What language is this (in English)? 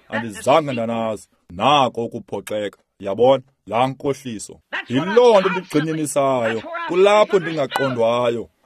Xhosa